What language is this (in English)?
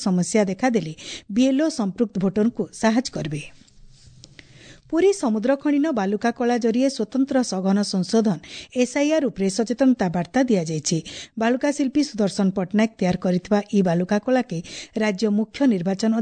Odia